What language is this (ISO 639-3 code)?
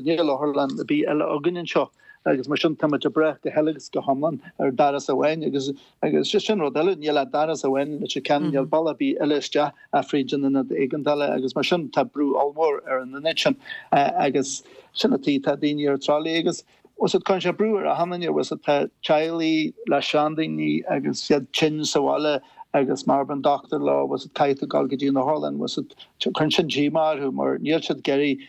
gle